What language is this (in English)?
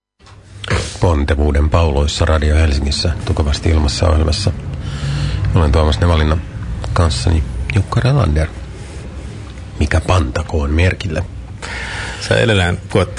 Finnish